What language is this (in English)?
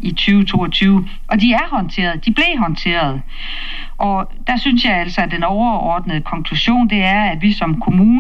Danish